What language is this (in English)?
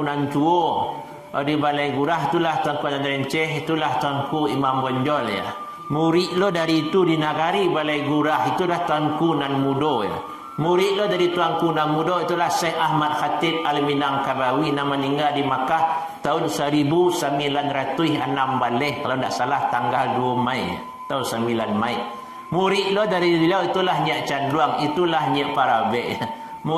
Minangkabau